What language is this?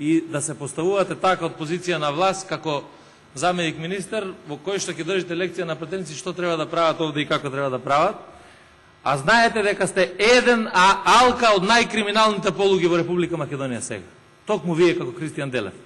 Macedonian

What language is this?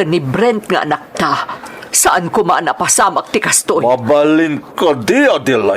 Iloko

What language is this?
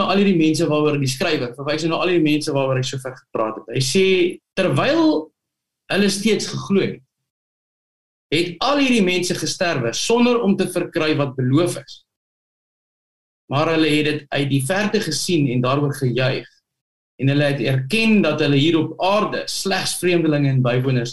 Afrikaans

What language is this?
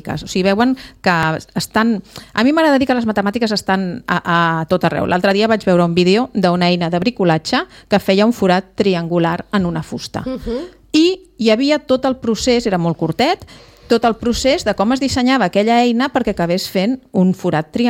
Catalan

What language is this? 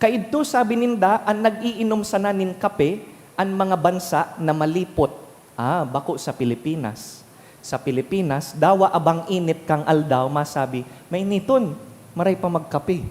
Bikol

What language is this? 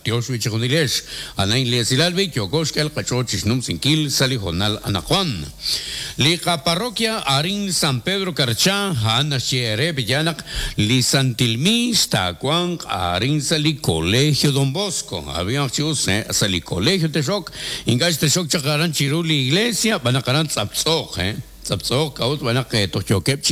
Kekchí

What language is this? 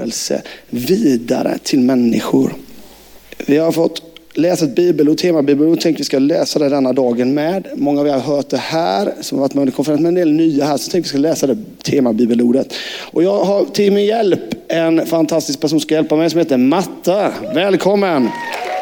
Swedish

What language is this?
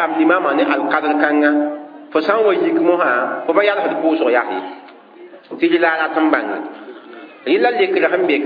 Mossi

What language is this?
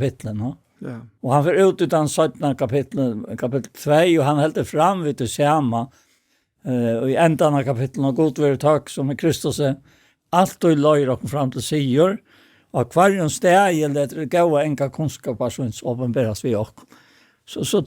Faroese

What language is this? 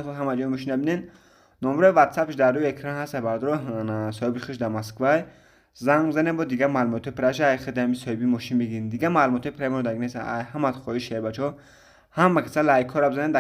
Tajik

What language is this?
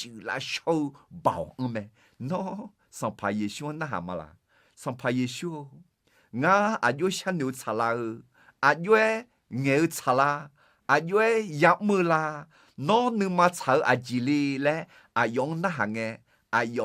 Akha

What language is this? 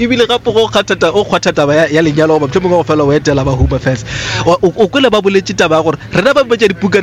Northern Sotho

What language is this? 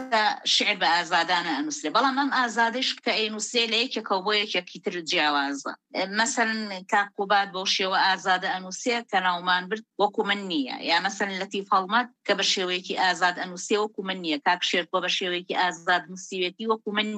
Central Kurdish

